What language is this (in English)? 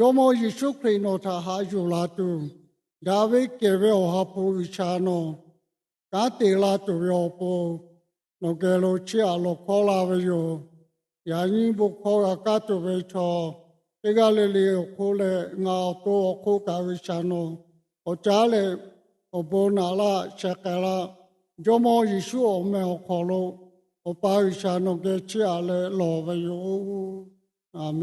Lahu